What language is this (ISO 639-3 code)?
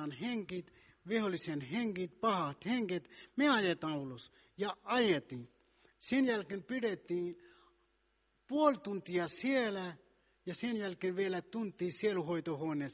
fin